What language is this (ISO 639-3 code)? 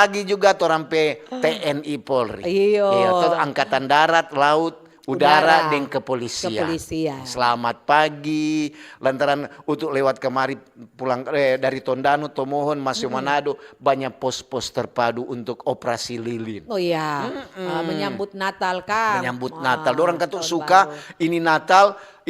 xmm